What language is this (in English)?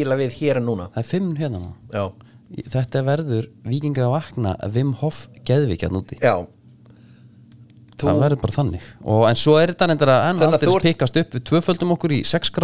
Icelandic